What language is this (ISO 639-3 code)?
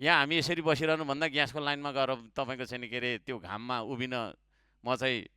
nep